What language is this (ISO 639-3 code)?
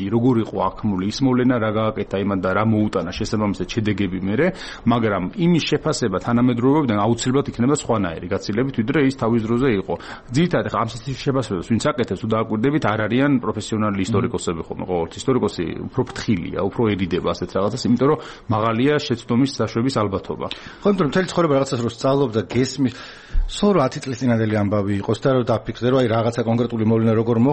kat